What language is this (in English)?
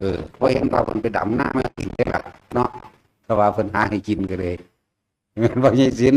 Northeastern Thai